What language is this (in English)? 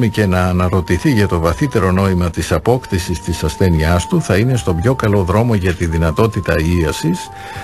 Greek